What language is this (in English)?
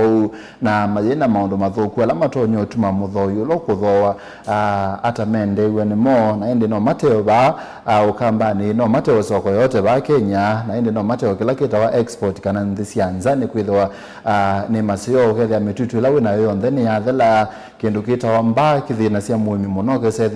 Kamba